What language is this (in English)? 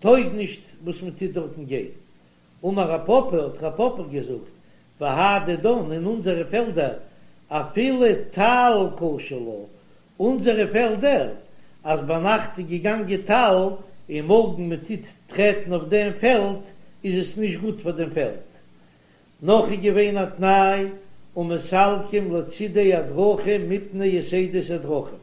Yiddish